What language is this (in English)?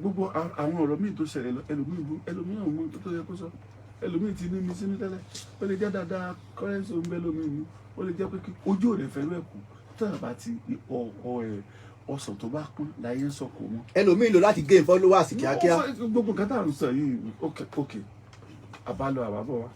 Yoruba